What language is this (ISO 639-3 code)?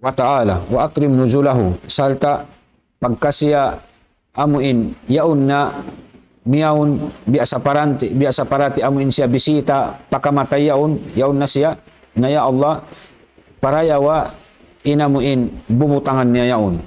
tsg